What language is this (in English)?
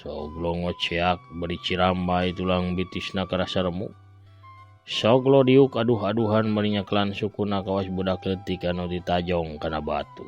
Sundanese